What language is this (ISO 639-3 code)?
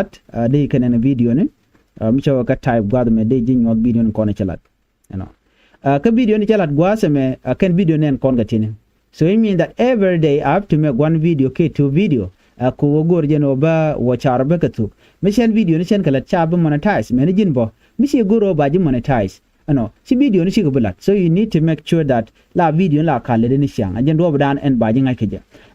nus